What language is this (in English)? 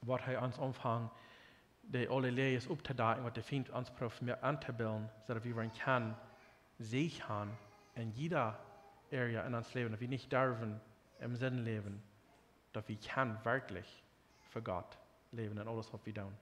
Plautdietsch